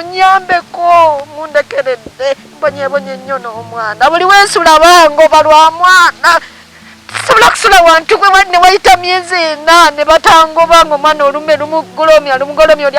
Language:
Ganda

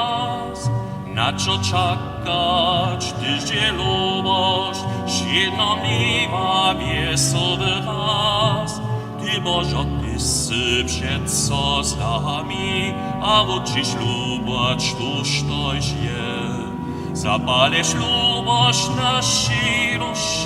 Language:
Upper Sorbian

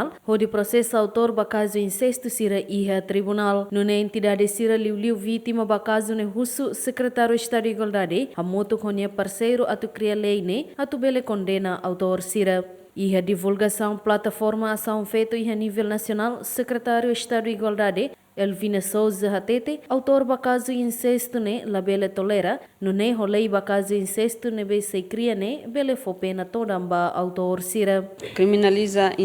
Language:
Tetum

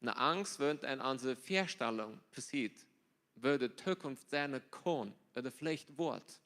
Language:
Plautdietsch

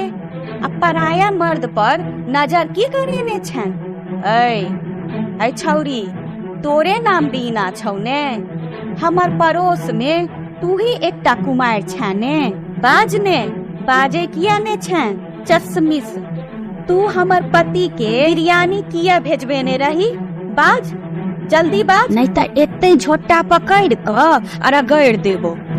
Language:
Maithili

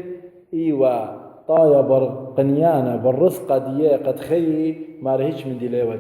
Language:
Assyrian Neo-Aramaic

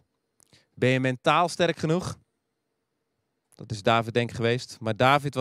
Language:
Dutch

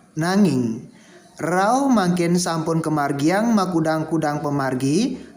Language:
Balinese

